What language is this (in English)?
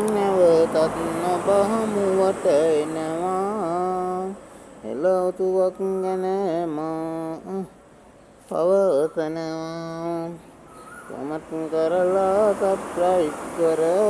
Sinhala